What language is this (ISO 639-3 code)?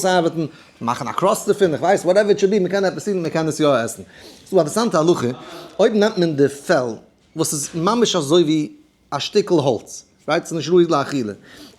yid